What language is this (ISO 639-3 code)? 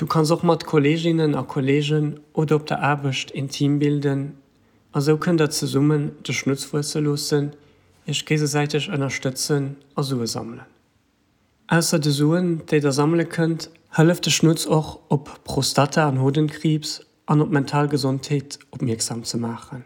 ltz